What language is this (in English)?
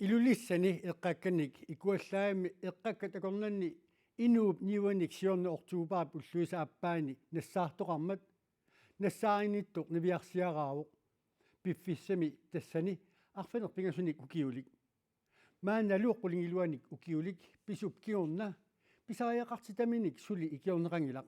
Kalaallisut